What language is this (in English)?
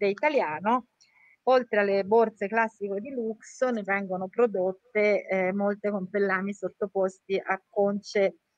Italian